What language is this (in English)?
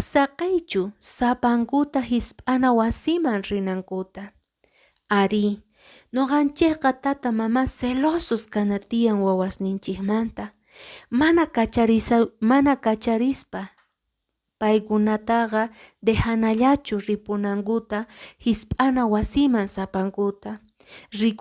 Quechua